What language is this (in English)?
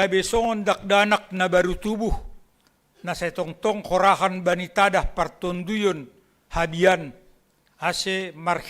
Batak Simalungun